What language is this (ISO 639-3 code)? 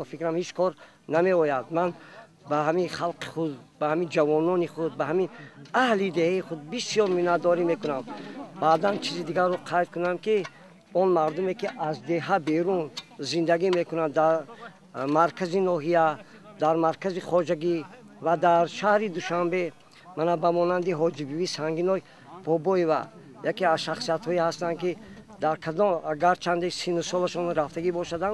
tgk